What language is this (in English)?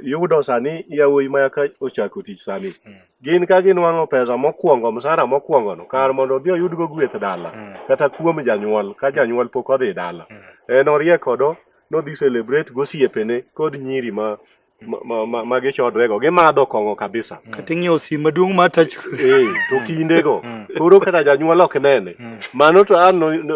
Luo (Kenya and Tanzania)